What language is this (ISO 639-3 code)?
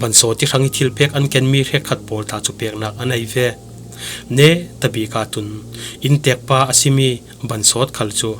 cfm